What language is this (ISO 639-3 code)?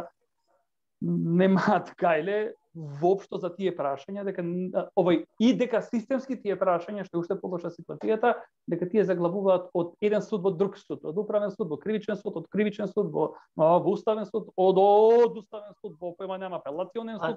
mkd